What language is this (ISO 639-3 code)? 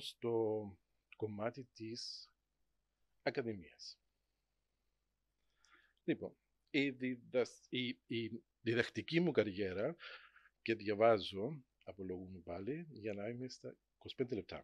ell